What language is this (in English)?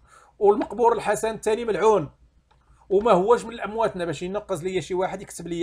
Moroccan Arabic